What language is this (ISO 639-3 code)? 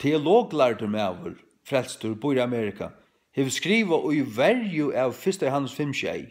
fao